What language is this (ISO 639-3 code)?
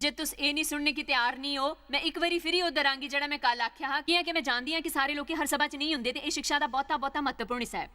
doi